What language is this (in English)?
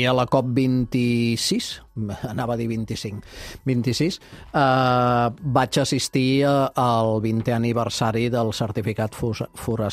Catalan